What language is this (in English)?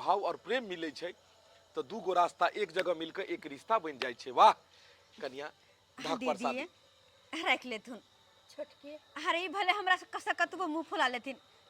Maithili